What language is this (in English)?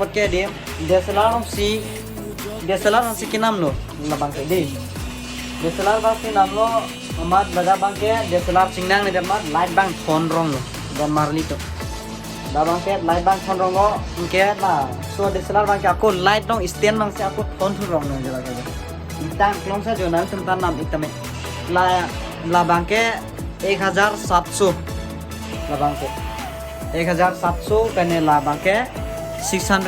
Karbi